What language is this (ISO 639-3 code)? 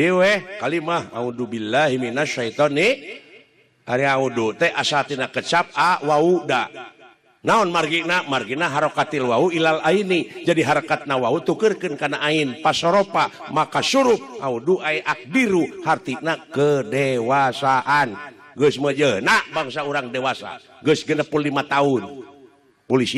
sun